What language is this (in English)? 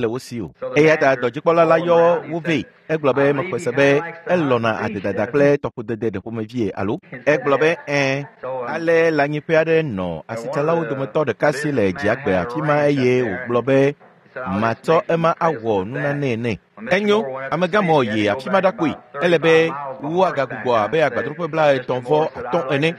Ewe